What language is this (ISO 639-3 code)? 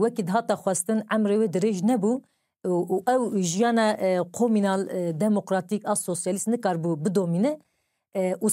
kur